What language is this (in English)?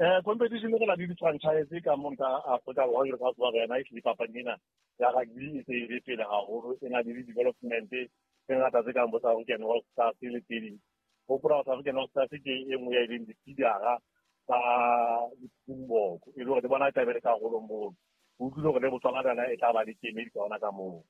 Southern Sotho